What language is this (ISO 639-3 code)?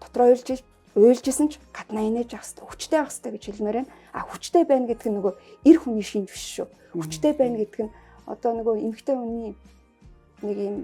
mon